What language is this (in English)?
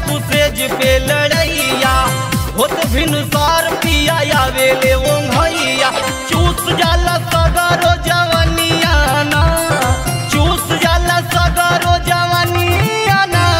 Bhojpuri